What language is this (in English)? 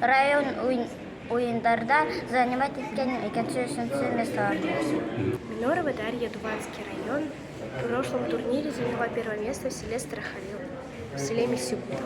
Bashkir